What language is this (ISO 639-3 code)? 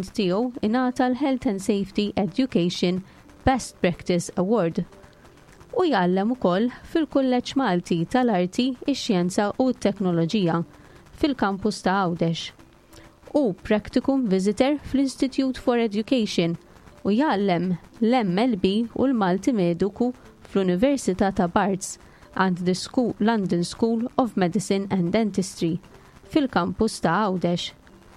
mlt